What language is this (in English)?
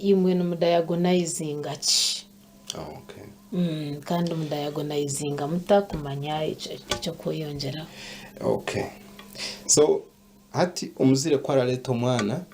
Nyankole